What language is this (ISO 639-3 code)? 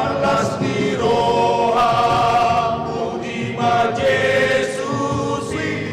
bbc